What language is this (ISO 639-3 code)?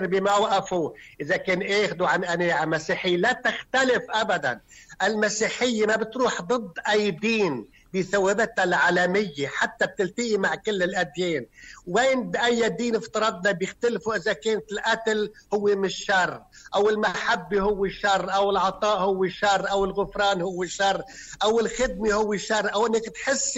apc